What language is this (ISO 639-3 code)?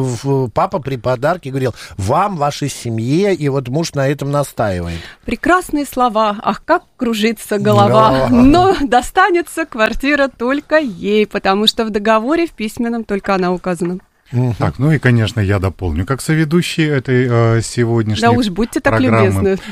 rus